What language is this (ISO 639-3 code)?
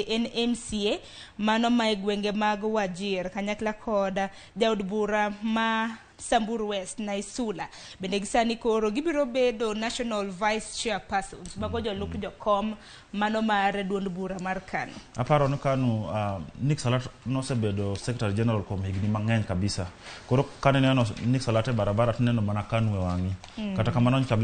luo